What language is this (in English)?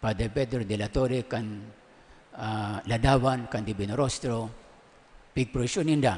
Bikol